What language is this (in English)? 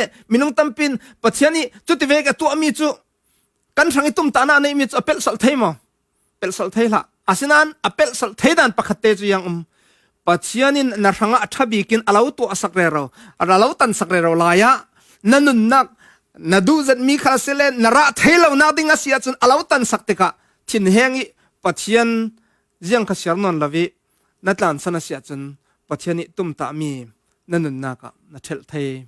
Falam Chin